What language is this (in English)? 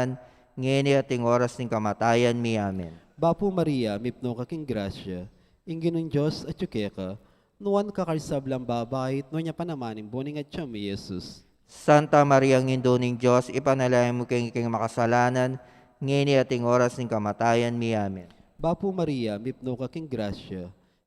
Pampanga